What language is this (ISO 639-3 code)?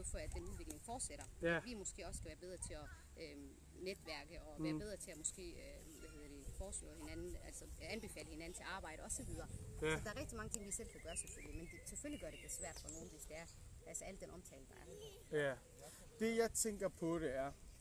dan